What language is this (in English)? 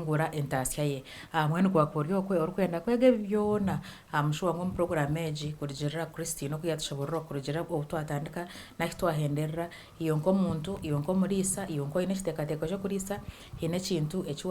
Nyankole